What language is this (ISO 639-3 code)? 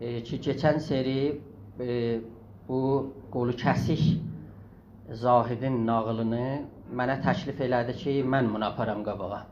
azb